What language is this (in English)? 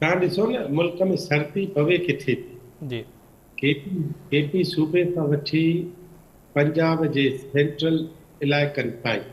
Sindhi